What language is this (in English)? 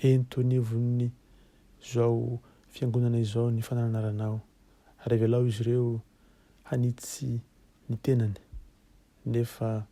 Malagasy